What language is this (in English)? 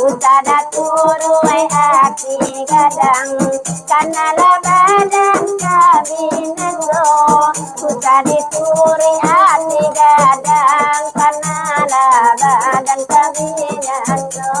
Minangkabau